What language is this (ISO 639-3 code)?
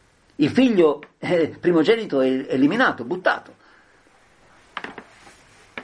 ita